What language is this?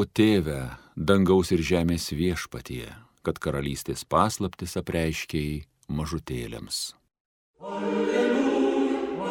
Lithuanian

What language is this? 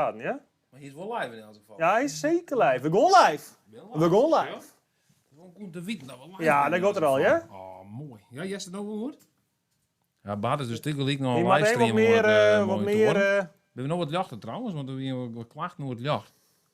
Western Frisian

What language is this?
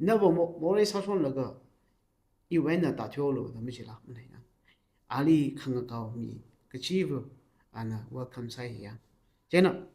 Tangkhul Naga (India)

